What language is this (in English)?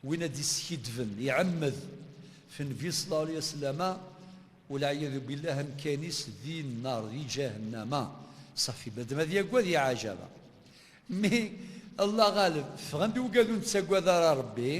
Kabyle